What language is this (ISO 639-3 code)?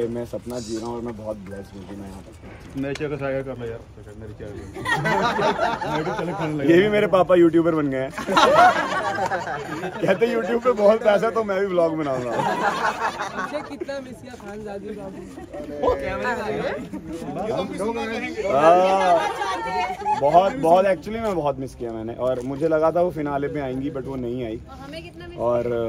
hin